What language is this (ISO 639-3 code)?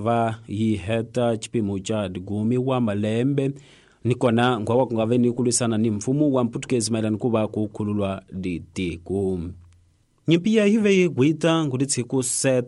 tso